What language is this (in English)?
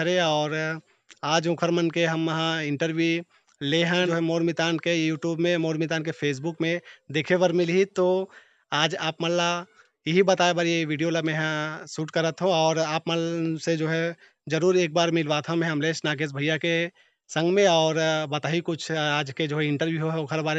Chhattisgarhi